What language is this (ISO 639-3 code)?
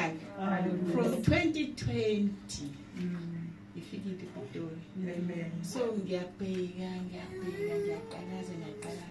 zul